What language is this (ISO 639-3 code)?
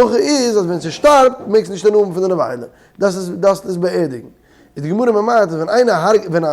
yid